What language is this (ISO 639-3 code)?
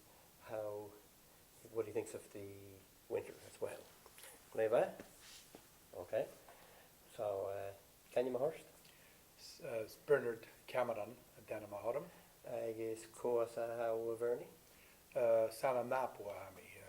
gla